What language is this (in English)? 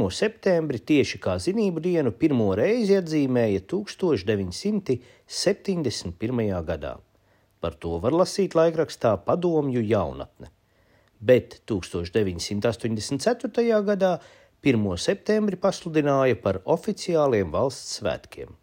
Latvian